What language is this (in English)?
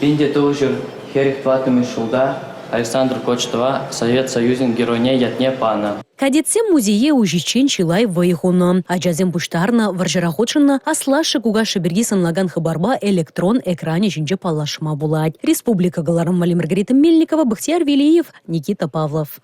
Chuvash